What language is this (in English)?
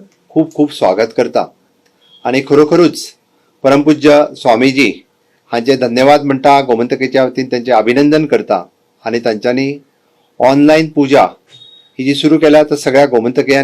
Konkani